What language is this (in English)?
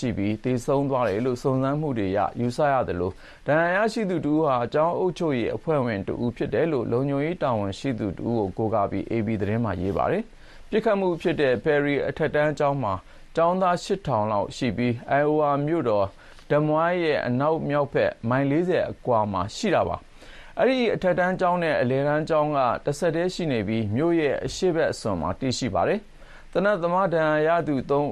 Burmese